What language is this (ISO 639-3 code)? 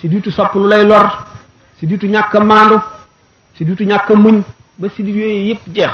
wol